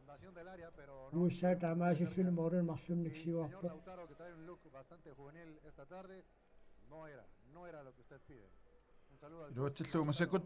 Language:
Kalaallisut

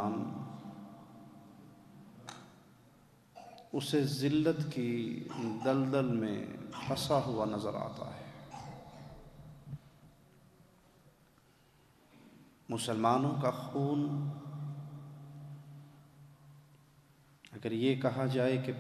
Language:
Urdu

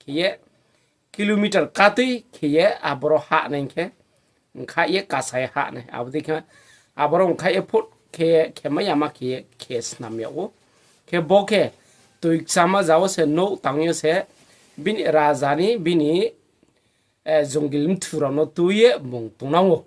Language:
Riang (India)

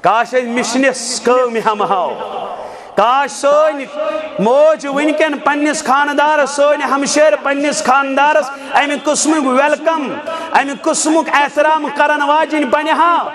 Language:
Kashmiri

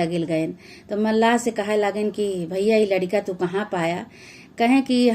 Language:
Awadhi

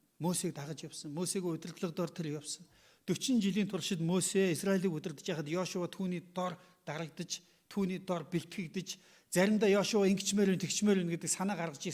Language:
Mongolian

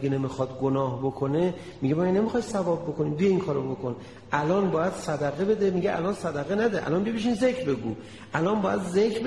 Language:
Persian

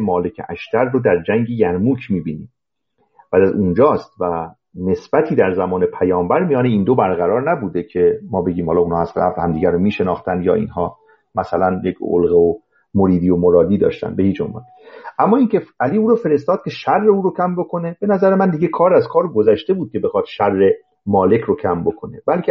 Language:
Persian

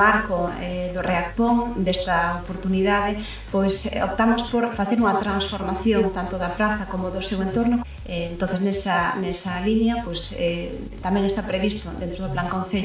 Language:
Galician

